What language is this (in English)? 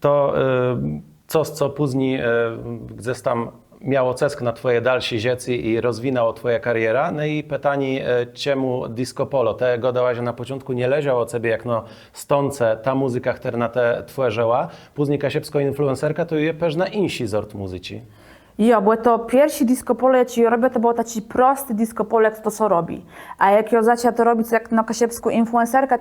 Kashubian